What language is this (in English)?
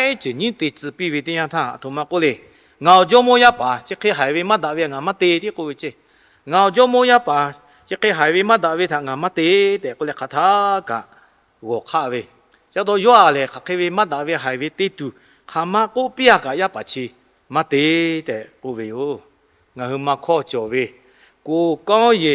Lahu